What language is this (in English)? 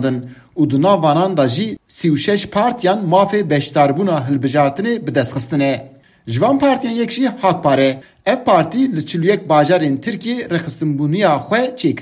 Kurdish